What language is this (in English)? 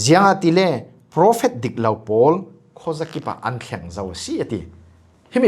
Falam Chin